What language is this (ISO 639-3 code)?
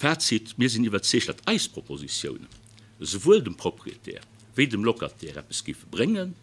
ltz